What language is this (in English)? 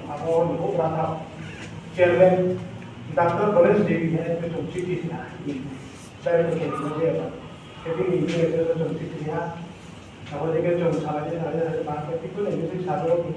Riang (India)